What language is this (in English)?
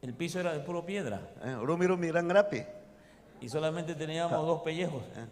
Ayacucho Quechua